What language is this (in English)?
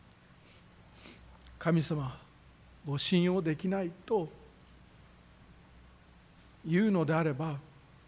Japanese